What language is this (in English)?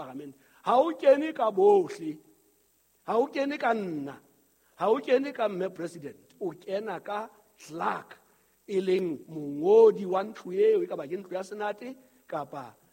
Southern Sotho